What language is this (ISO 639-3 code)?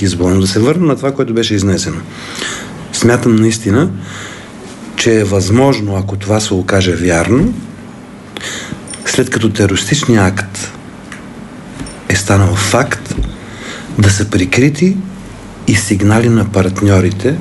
bul